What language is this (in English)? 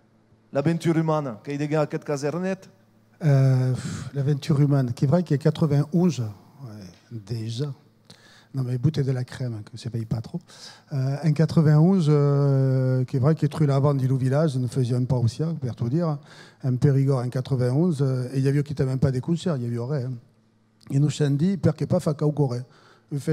Occitan